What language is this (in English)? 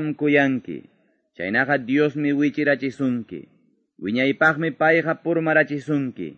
Quechua